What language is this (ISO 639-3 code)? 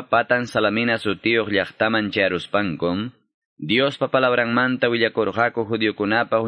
que